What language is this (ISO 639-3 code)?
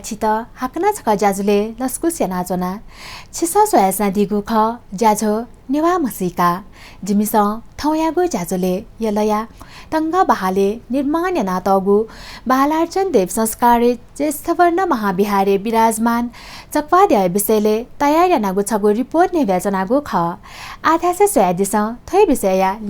new